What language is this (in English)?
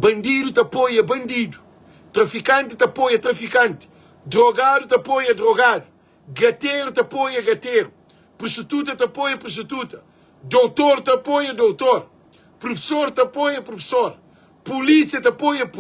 Kabuverdianu